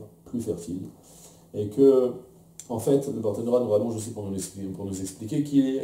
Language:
French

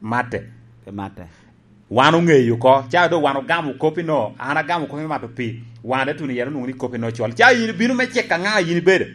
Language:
Lango (Uganda)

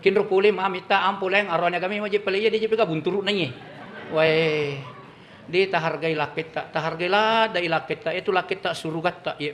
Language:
Buginese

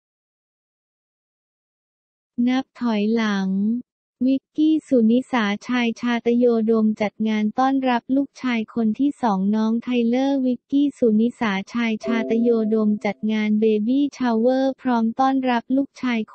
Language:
Thai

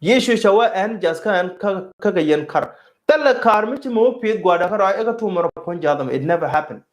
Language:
Nuer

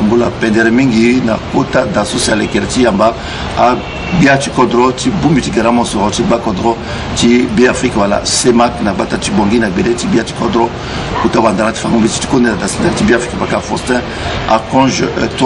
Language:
Sango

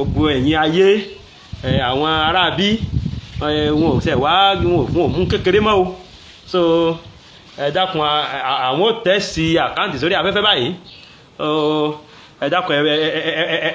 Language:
Yoruba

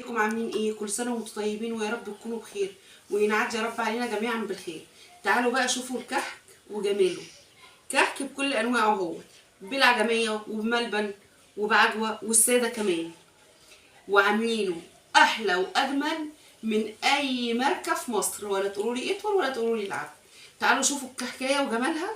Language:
Egyptian Arabic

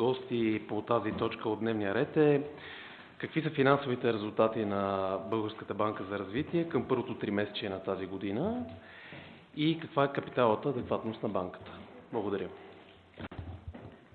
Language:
Bulgarian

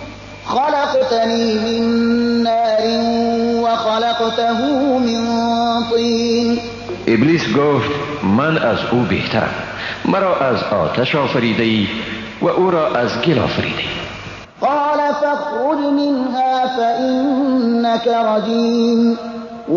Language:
Persian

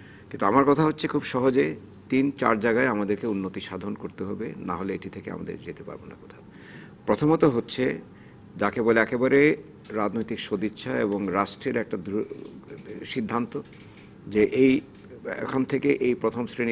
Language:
Bangla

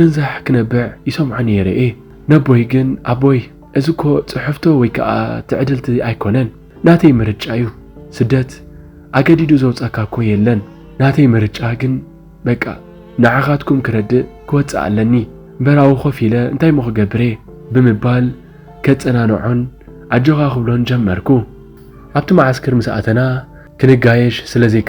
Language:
Tigrinya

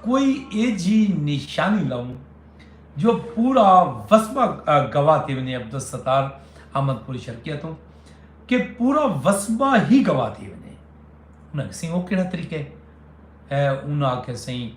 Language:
Saraiki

